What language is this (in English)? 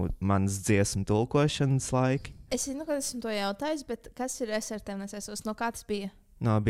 Latvian